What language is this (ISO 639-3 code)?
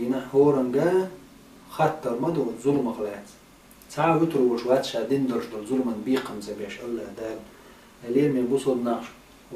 che